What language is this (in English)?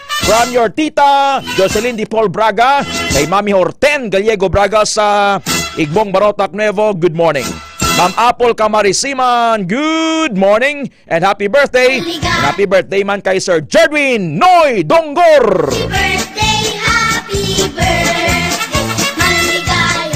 Hiligaynon